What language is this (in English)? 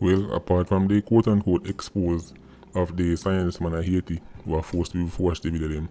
Jamaican Creole English